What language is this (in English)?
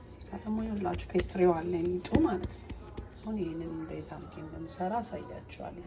Amharic